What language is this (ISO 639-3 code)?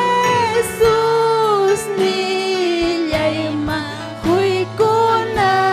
quy